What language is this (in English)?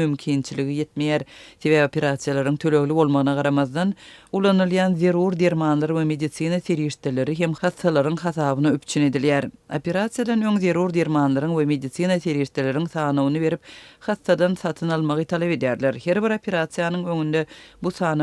Turkmen